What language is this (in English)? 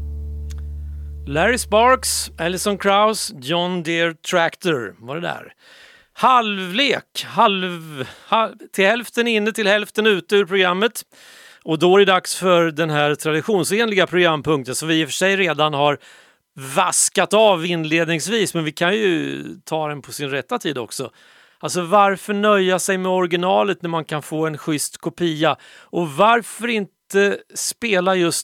Swedish